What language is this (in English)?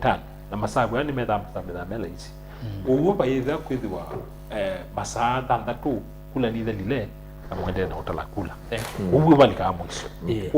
Kamba